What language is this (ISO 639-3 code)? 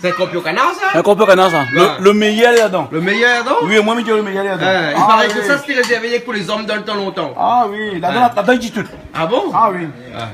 rcf